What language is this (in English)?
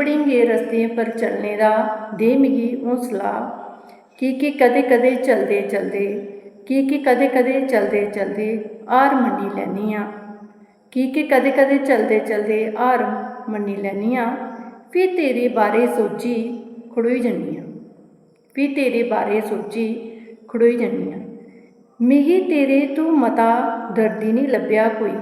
Dogri